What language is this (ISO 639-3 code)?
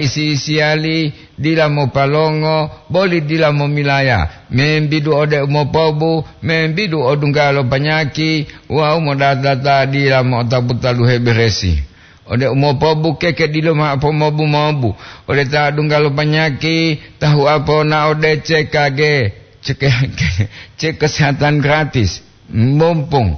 gor